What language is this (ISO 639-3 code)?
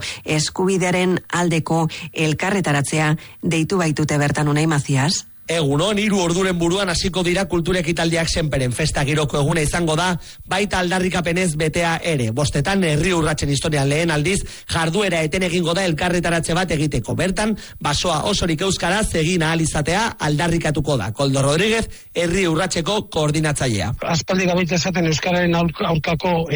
eus